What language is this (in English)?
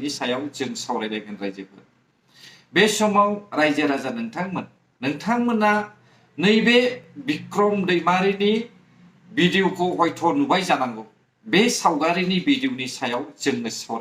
Bodo